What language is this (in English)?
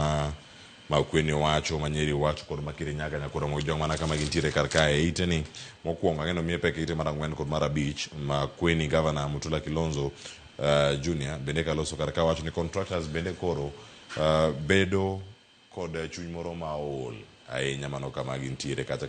Luo (Kenya and Tanzania)